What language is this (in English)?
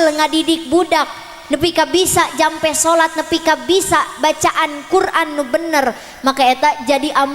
Sundanese